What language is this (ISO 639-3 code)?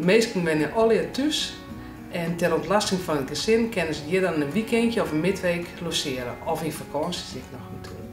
fry